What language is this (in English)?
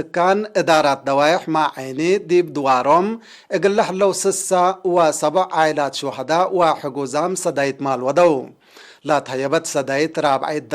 Tigre